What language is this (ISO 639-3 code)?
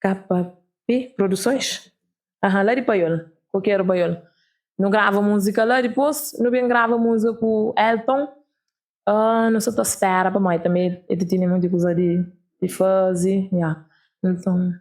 kea